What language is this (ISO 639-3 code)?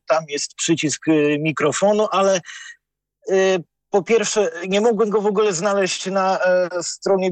pol